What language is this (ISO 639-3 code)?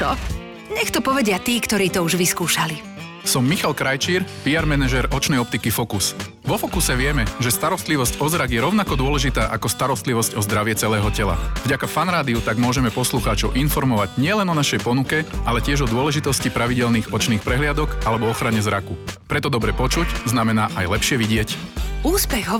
slk